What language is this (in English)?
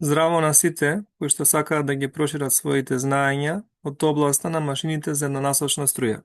Macedonian